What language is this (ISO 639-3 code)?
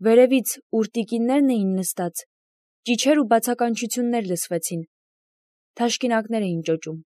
hye